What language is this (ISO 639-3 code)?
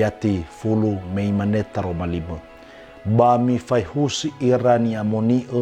nia